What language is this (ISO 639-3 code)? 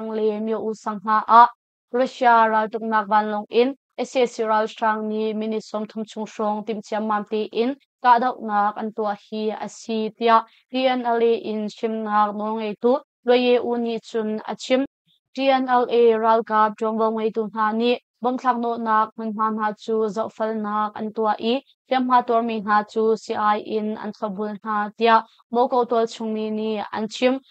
cnh